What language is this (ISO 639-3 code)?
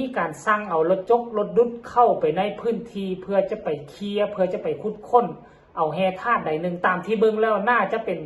lao